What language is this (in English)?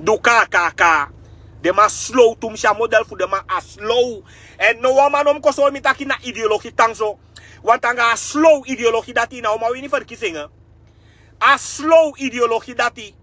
Sranan Tongo